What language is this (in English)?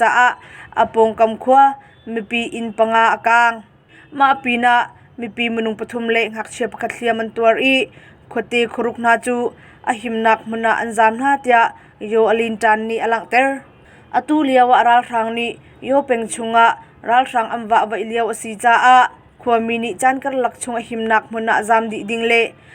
Hakha Chin